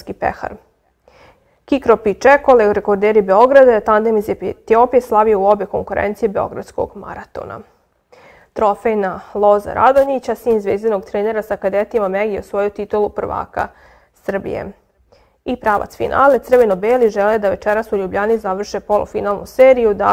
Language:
Serbian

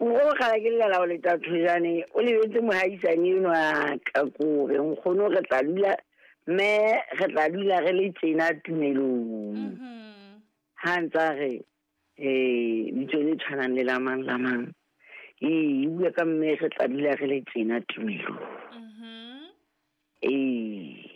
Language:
Southern Sotho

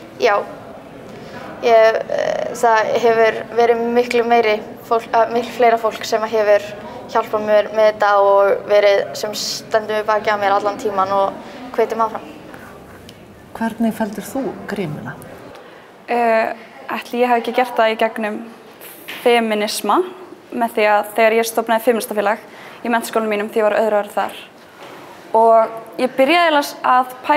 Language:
Icelandic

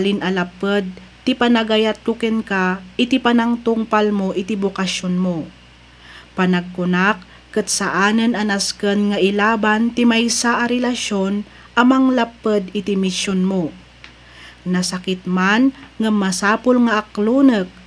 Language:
Iloko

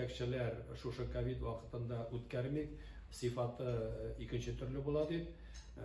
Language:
Tatar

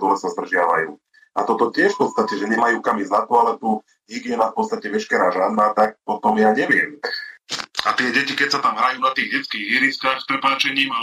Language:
Slovak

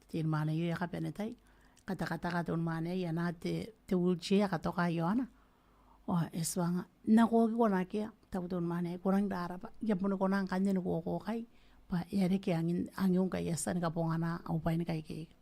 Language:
Gilbertese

